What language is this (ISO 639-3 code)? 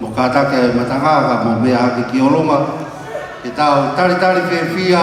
ton